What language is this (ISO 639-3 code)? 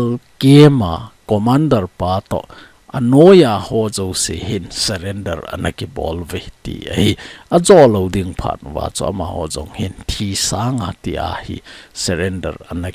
tcz